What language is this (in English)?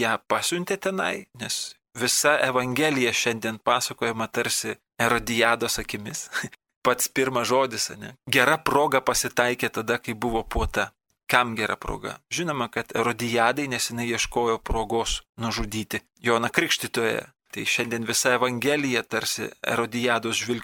Lithuanian